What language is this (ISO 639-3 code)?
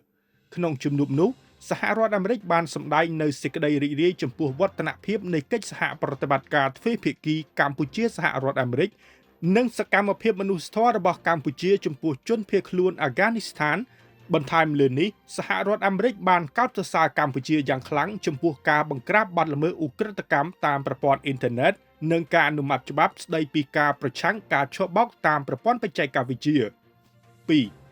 khm